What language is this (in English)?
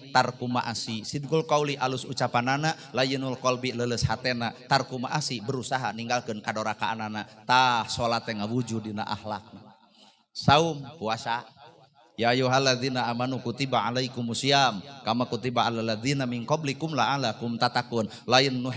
Sundanese